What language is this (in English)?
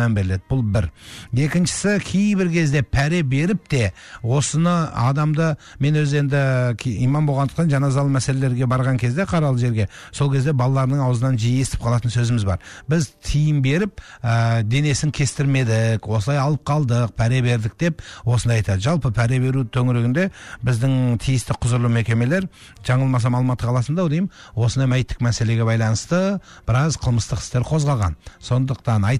Kazakh